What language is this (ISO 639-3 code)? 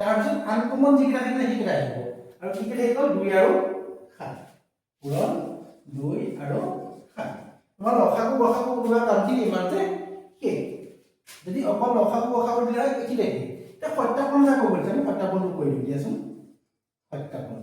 asm